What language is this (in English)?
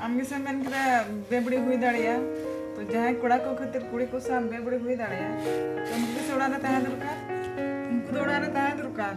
Santali